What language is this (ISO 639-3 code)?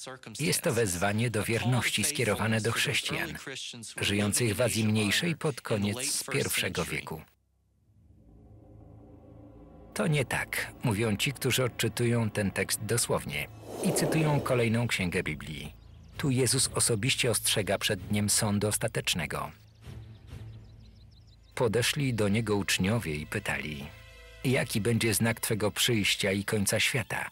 pol